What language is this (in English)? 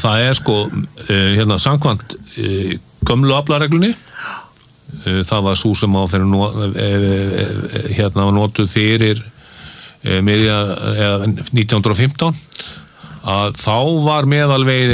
Icelandic